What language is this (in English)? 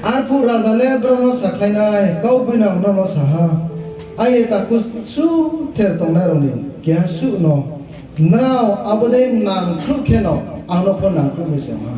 Riang (India)